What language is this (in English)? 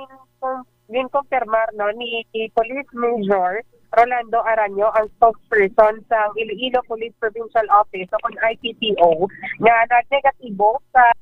Hiligaynon